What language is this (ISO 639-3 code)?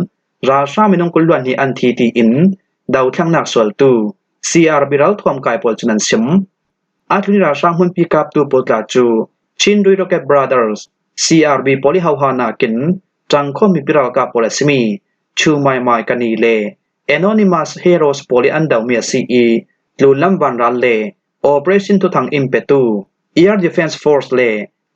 cfm